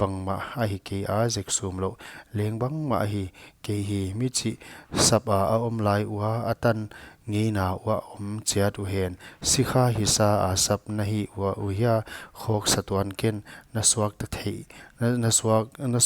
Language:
Paite Chin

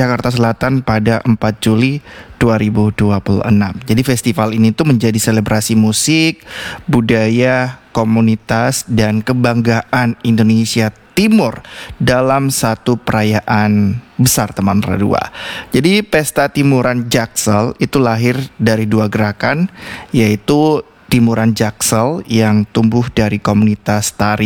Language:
Indonesian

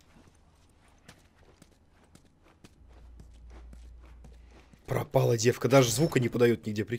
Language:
Russian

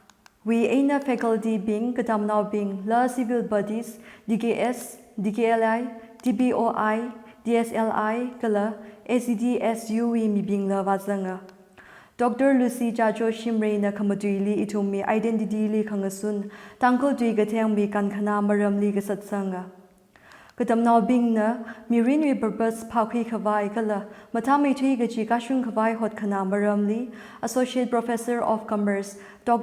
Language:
Tangkhul Naga (India)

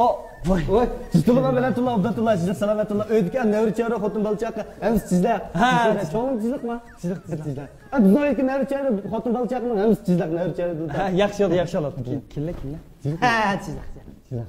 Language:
Uyghur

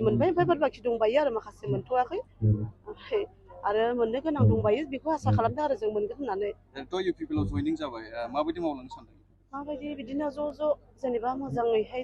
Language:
Bodo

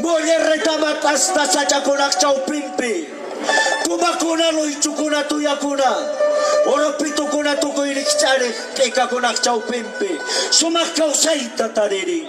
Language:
Quechua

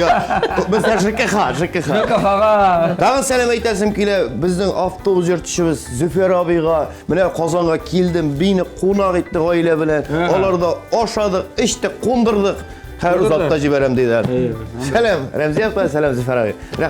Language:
Tatar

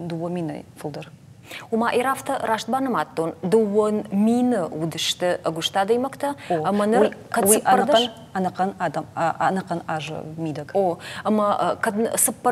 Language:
Ossetic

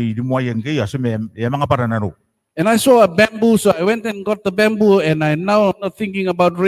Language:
Gilbertese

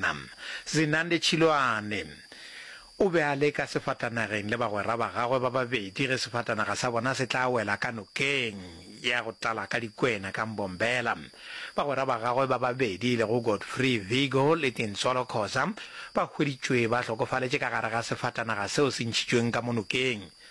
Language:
Northern Sotho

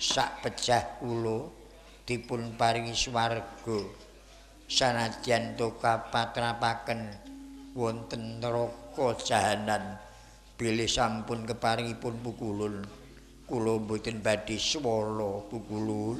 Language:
Javanese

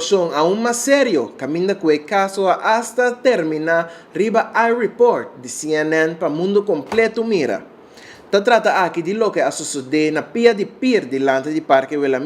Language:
Papiamento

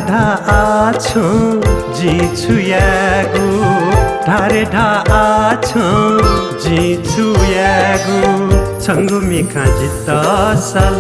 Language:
Newari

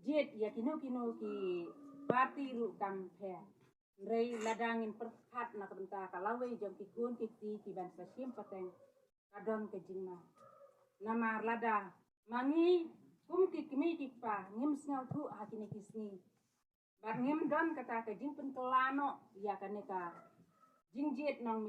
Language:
Khasi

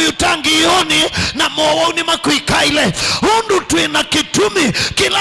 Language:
Kamba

